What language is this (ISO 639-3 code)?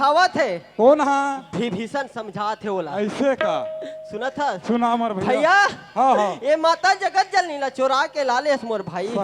hne